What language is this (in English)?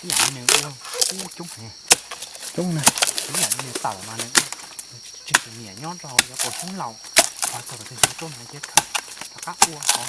Hmong